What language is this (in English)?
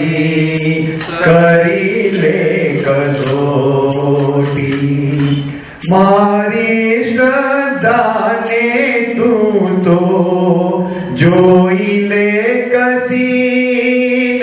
Gujarati